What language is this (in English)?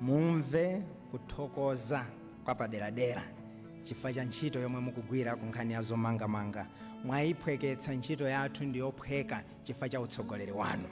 Nyanja